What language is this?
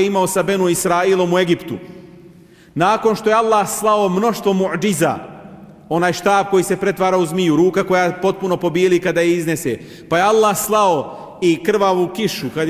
Bosnian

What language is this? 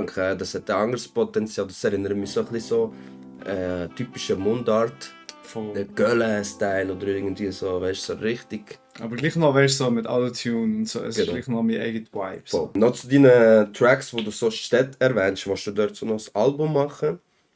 Swiss German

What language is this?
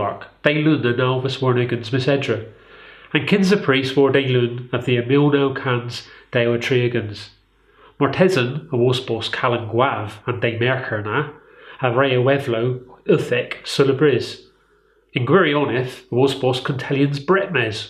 Cornish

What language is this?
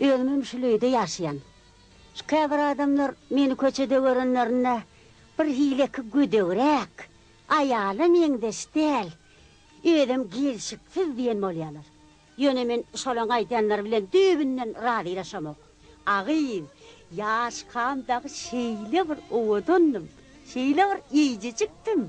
Turkmen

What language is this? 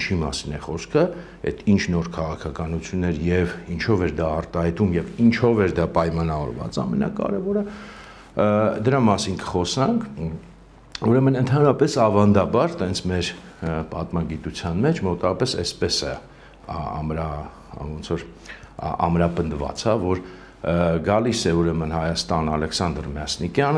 Armenian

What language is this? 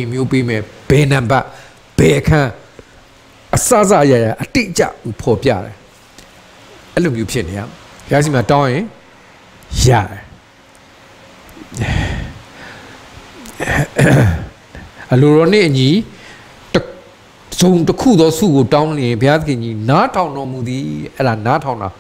Burmese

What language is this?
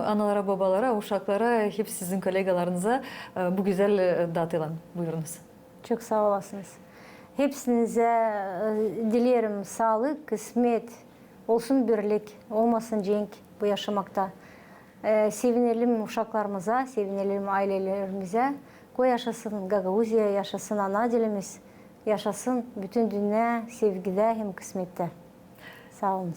Gagauz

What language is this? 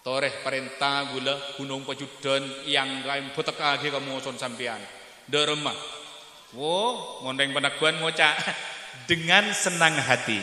Madurese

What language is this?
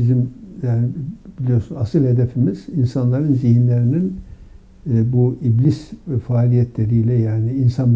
Turkish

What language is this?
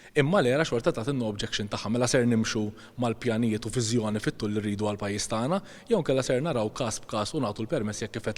Maltese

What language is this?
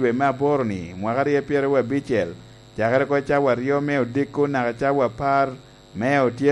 Lango (Uganda)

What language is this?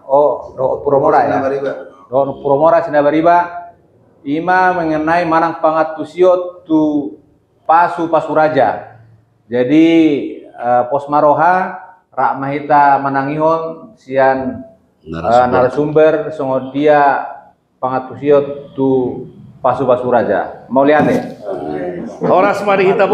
Batak Toba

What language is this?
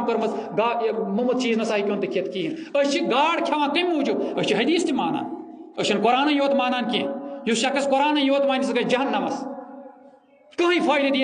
Kashmiri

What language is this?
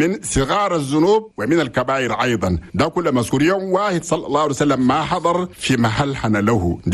Chadian Arabic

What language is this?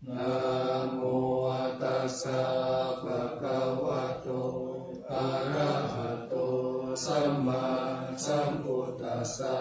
Pali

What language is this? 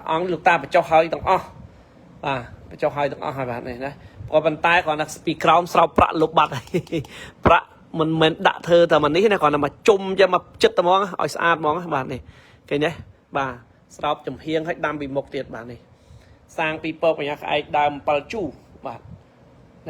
Khmer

